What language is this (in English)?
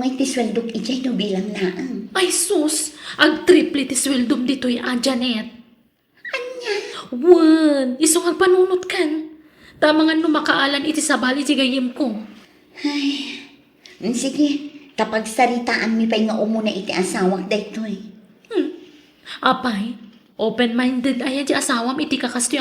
Iloko